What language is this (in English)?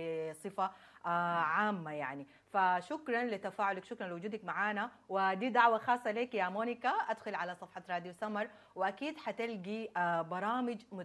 Sudanese Arabic